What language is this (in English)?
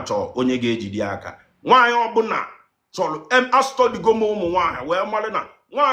Igbo